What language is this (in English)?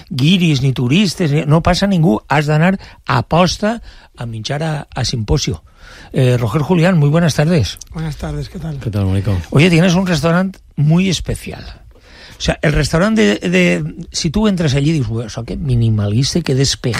Catalan